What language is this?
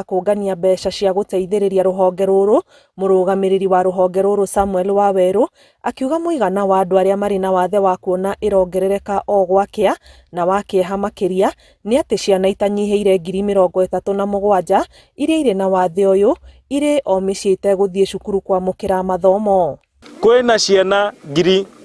Kikuyu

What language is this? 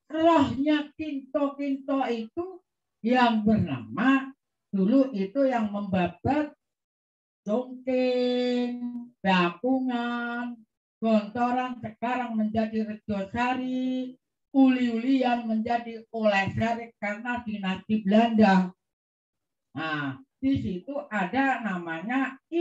Indonesian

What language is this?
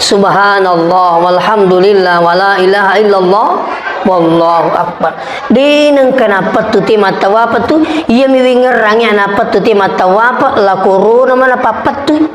Buginese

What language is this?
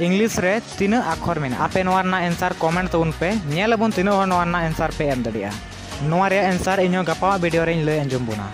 Santali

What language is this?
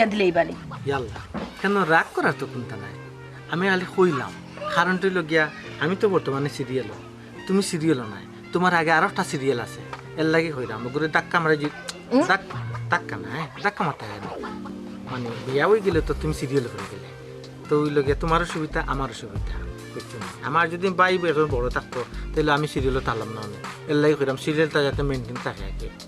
Sylheti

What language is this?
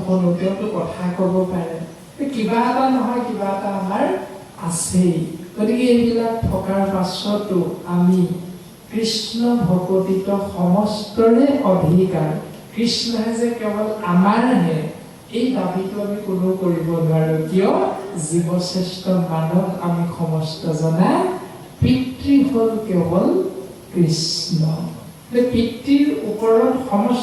Assamese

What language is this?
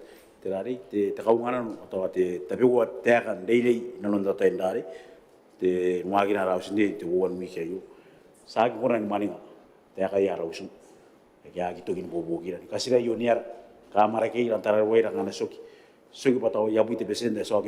Gilbertese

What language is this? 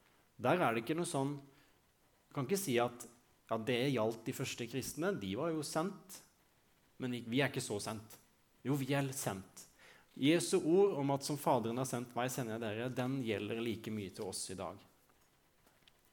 Norwegian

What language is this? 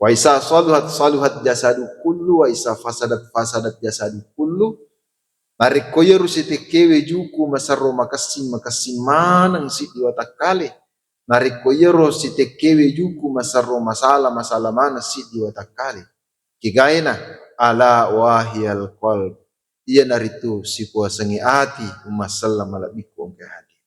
Buginese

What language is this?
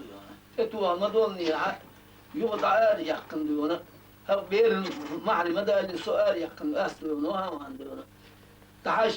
Chechen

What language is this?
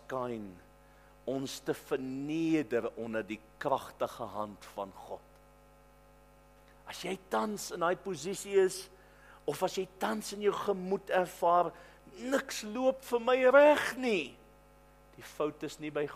Afrikaans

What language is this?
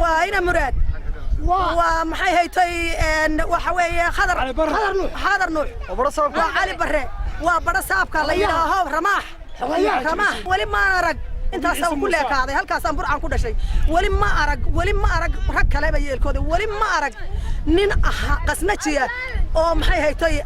Somali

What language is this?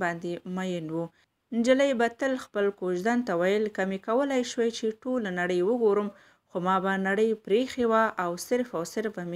Pashto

